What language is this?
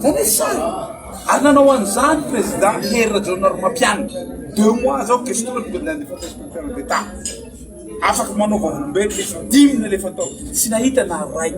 Malagasy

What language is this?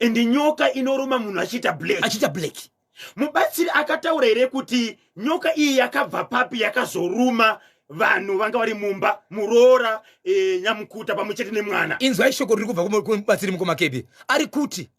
Shona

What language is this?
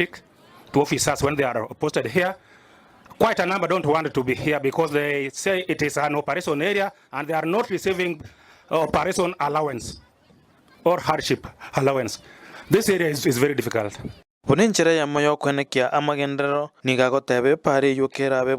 Gusii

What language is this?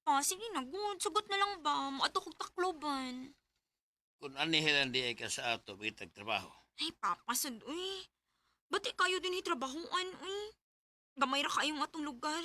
Cebuano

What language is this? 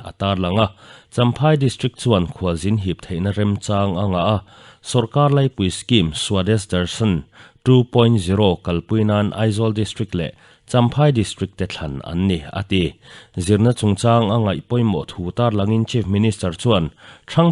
Mizo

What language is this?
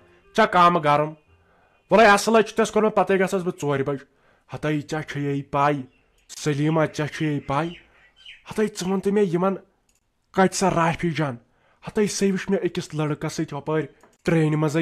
Kashmiri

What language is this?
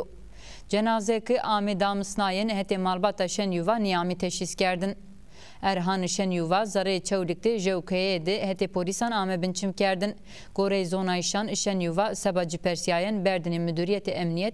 Zaza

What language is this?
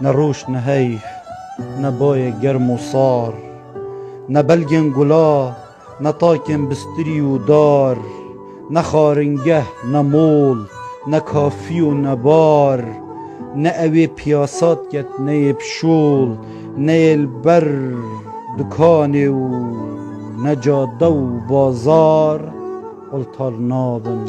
Kurdish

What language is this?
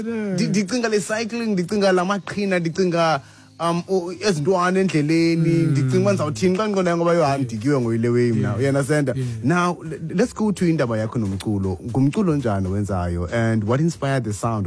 Xhosa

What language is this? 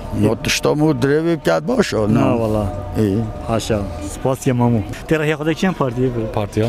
Kurdish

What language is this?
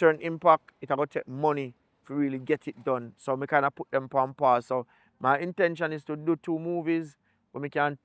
Jamaican Creole English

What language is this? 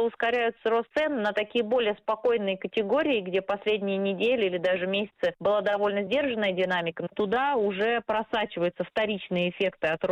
Russian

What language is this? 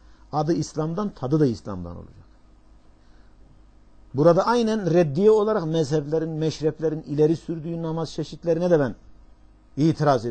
Turkish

